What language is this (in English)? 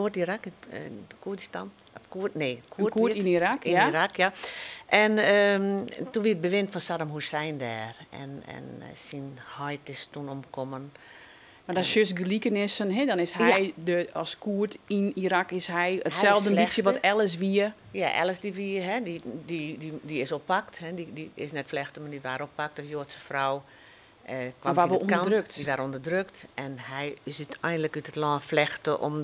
Western Frisian